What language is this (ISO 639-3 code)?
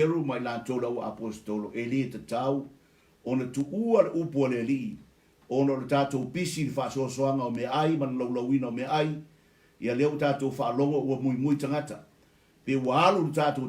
smo